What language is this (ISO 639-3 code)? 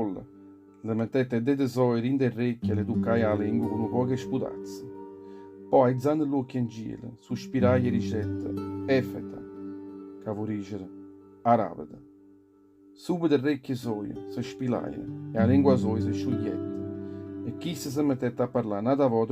nap